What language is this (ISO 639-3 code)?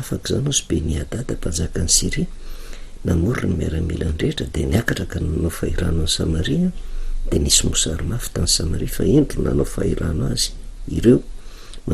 mlg